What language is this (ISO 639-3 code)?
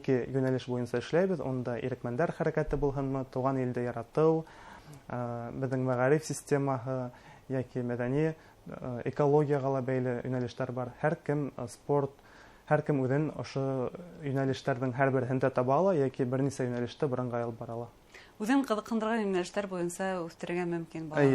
bak